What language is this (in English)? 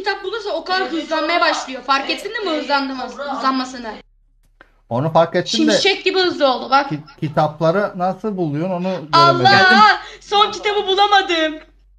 Turkish